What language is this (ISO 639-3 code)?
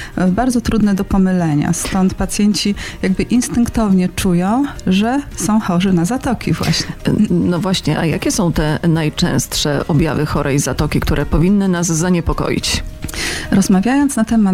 pol